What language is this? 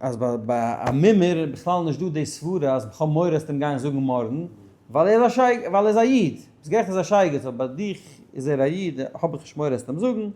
Yiddish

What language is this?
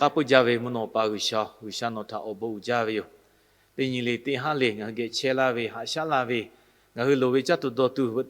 Lahu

